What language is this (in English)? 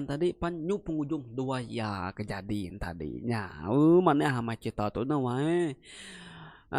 Iban